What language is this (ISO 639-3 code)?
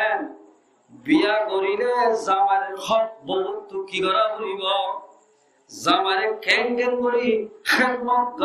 rhg